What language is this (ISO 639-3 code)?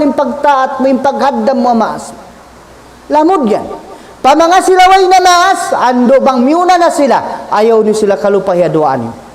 tsg